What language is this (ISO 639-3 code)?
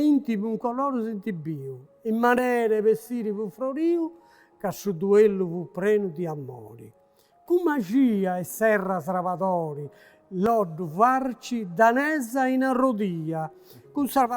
srd